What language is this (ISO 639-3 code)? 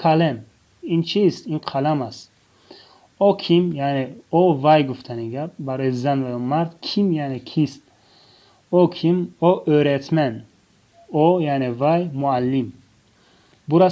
tgk